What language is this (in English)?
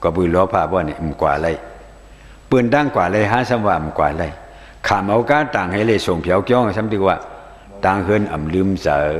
Shan